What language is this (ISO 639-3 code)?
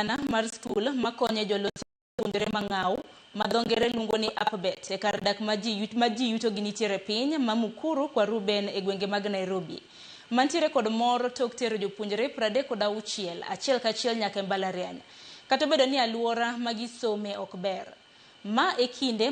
luo